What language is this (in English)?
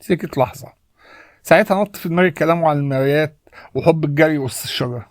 Egyptian Arabic